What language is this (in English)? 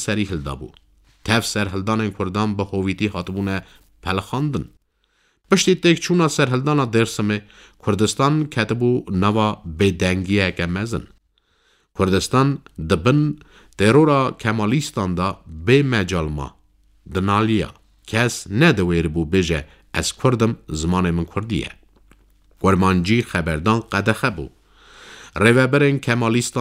Kurdish